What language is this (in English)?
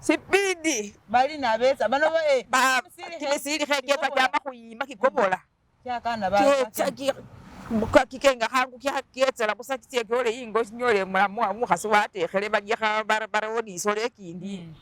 Masaaba